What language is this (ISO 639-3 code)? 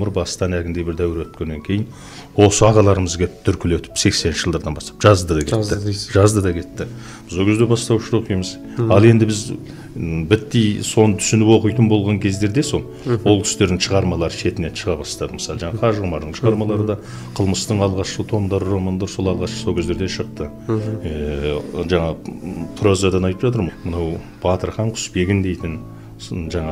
kaz